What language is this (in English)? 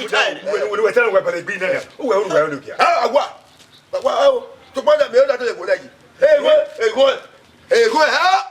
Bini